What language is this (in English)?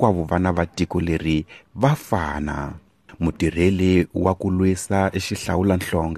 Tsonga